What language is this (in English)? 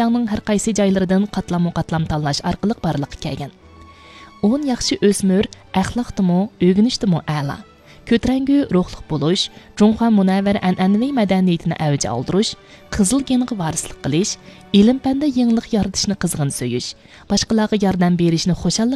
Uyghur